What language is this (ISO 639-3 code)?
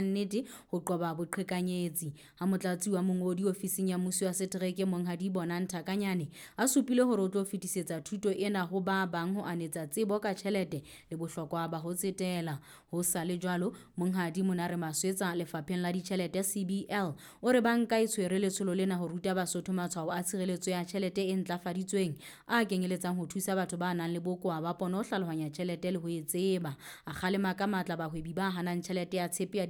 sot